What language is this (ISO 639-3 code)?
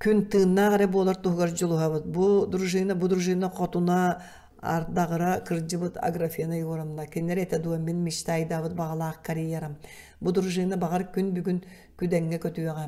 sah